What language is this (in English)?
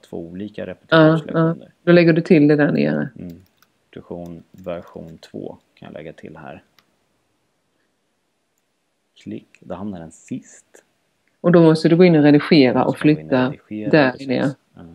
Swedish